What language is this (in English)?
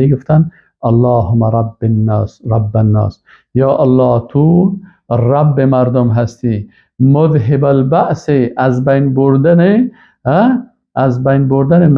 Persian